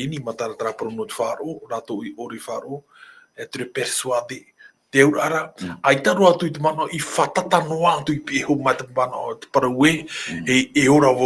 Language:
Tahitian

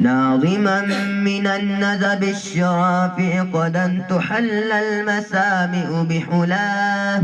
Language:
Buginese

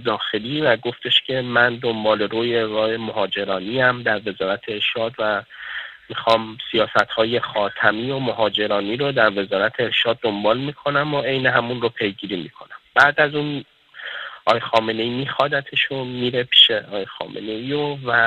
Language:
Persian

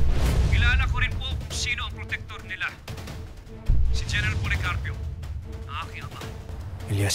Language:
Filipino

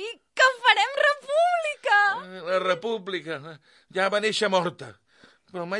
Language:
Catalan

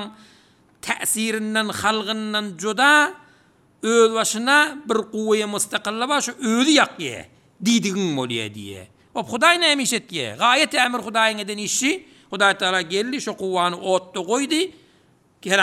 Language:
Turkmen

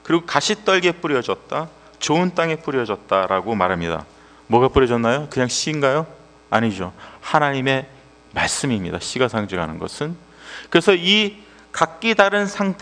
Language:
Korean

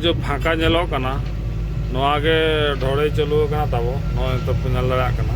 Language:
Santali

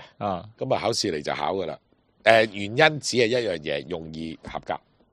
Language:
Cantonese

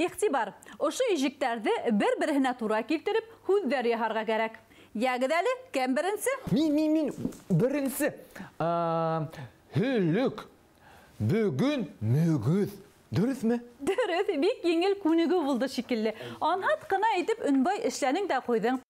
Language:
Bashkir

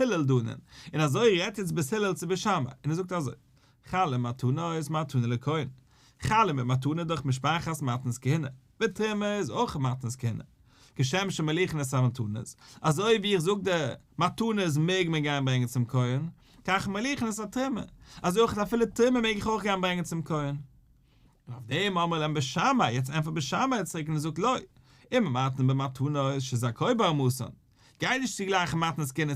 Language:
Yiddish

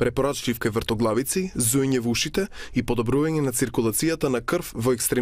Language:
Macedonian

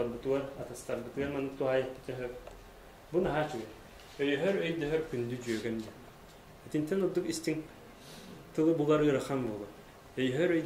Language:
Yakut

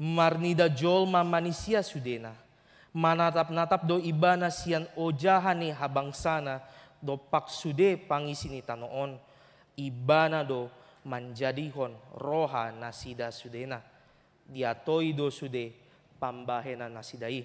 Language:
Batak Toba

